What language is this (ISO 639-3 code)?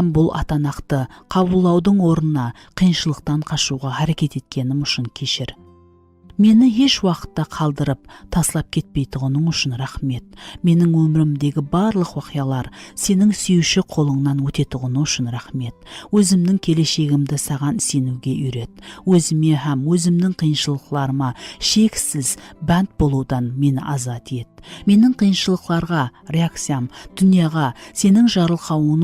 kaa